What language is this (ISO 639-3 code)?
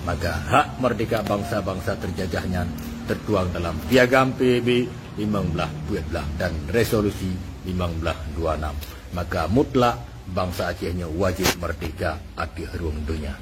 ace